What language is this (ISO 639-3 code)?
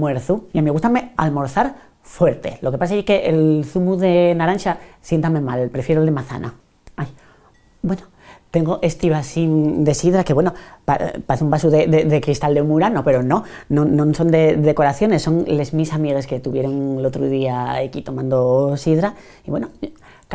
ast